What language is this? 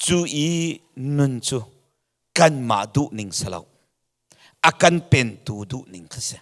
Hakha Chin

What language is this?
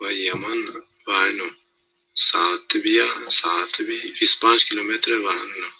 Zaza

